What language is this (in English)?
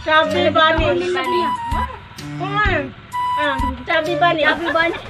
Cebuano